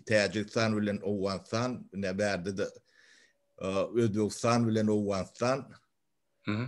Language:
Turkmen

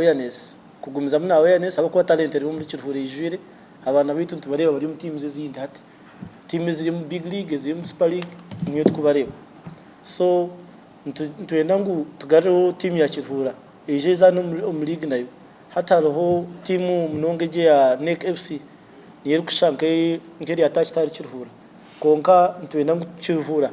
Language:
Nyankole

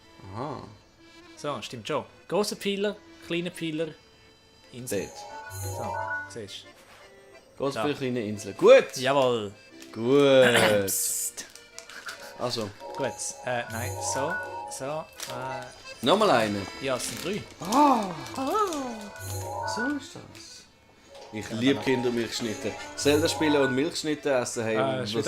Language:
Swiss German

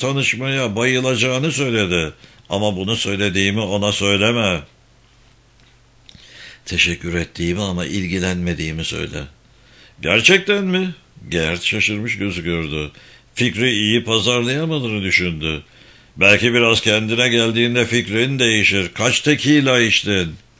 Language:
Turkish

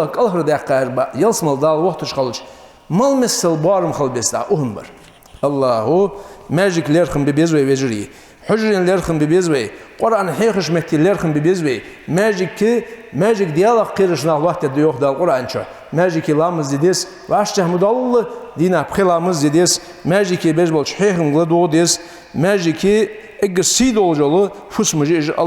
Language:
Ingush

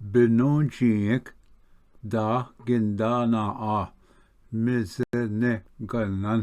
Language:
Ojibwa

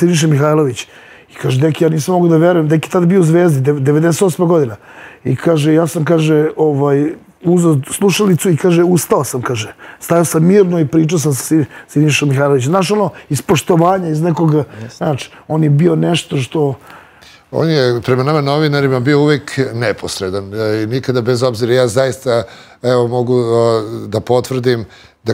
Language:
Serbian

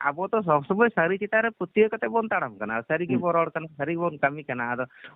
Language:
Santali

